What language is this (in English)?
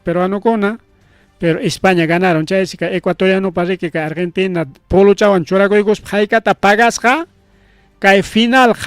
Ayacucho Quechua